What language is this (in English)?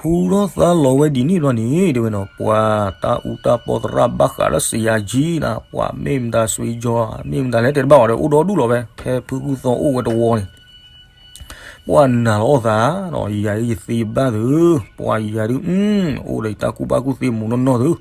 S'gaw Karen